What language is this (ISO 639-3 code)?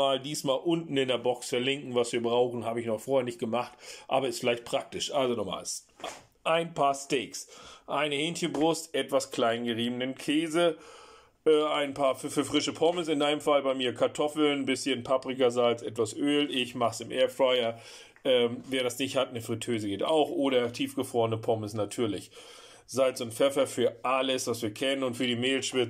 deu